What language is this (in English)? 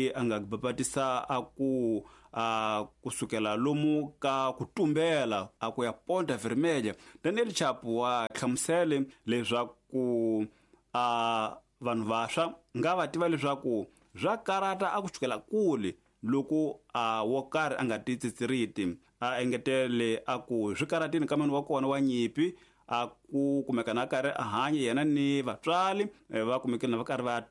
Tsonga